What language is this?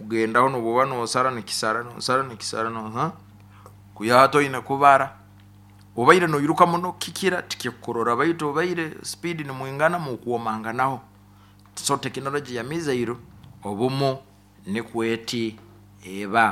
Nyoro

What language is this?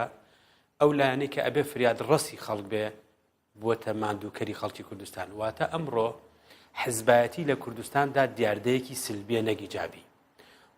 Central Kurdish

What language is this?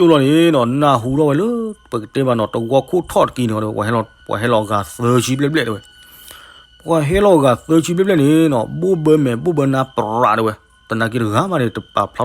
S'gaw Karen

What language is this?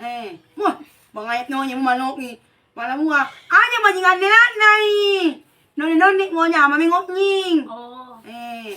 Buginese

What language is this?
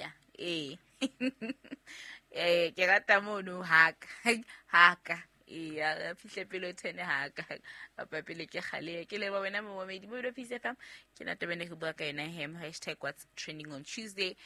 Southern Sotho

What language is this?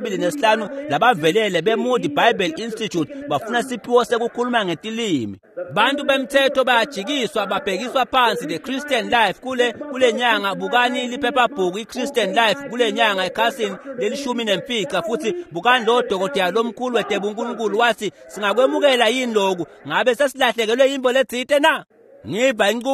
Swati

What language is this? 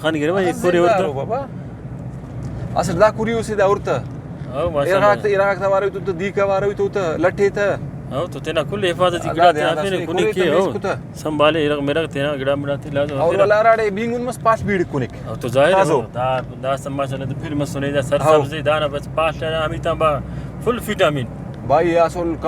Brahui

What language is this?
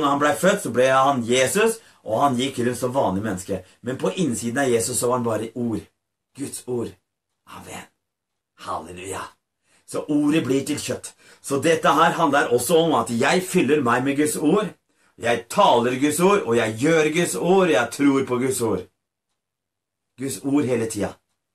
Norwegian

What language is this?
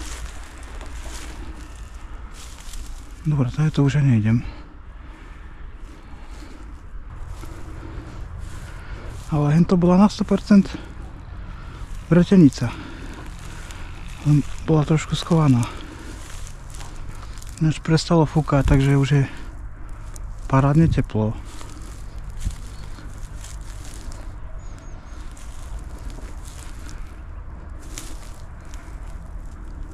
Slovak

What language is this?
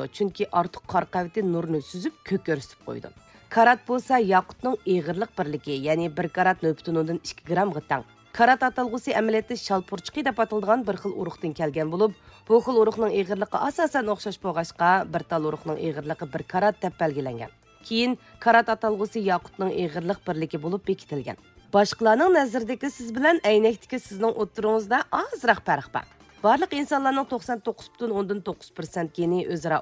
Uyghur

